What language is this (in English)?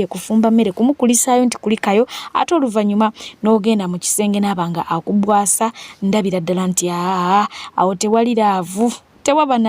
Ganda